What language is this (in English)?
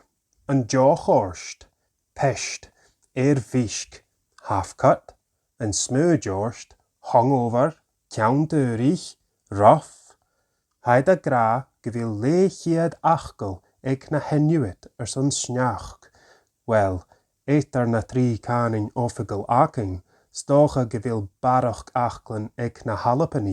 Scottish Gaelic